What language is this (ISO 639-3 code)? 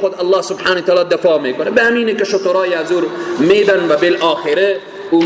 fas